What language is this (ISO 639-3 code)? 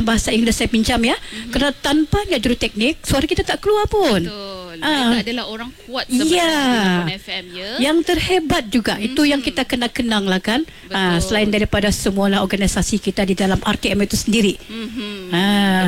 msa